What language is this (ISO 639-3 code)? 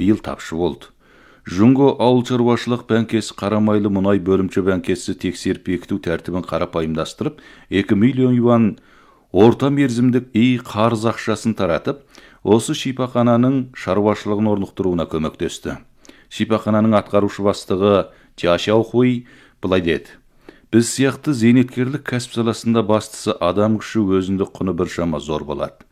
kaz